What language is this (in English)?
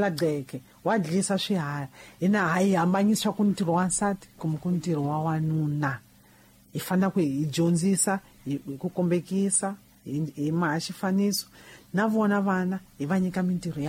Tsonga